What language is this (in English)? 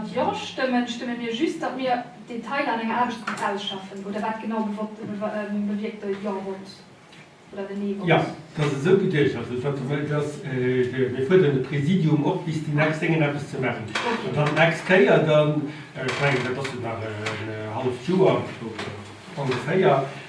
Luxembourgish